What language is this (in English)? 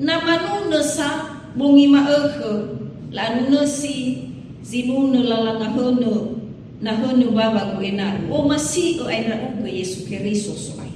Nias